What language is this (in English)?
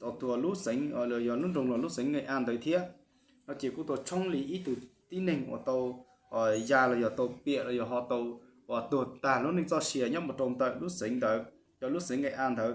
Hmong